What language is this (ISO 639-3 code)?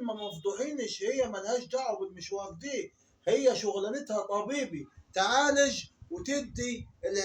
arz